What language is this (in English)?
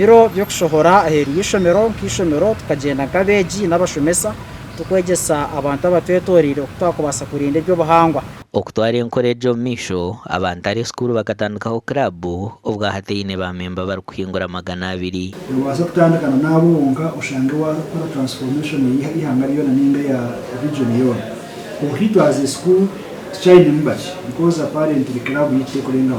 Nyankole